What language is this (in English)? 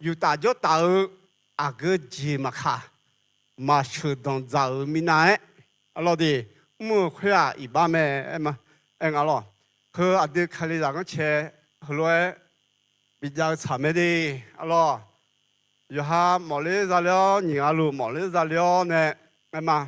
Akha